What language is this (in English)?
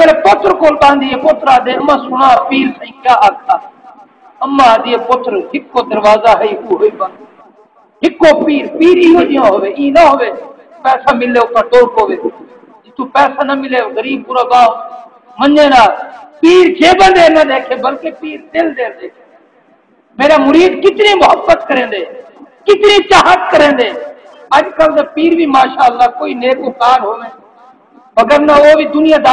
Saraiki